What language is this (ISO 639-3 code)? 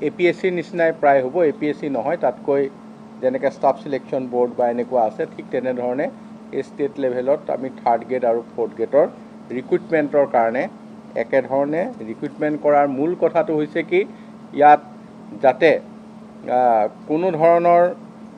asm